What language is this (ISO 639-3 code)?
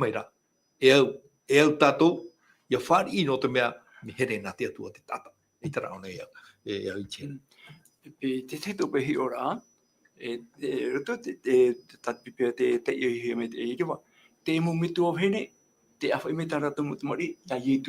tah